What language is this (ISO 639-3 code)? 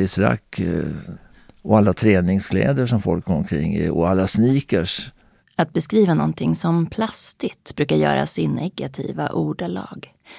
swe